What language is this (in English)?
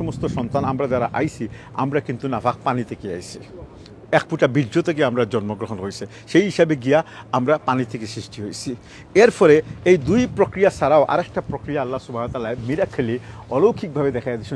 Sylheti